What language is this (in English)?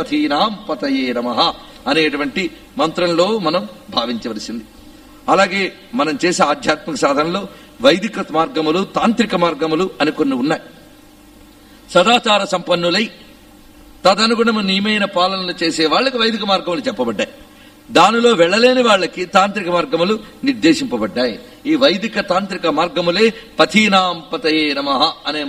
Telugu